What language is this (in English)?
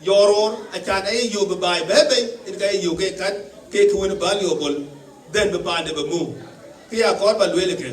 Dinka